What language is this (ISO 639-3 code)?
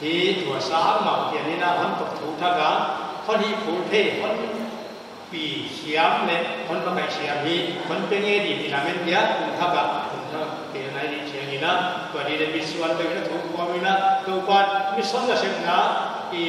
pck